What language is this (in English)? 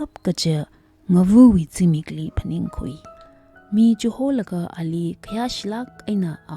Tangkhul Naga (India)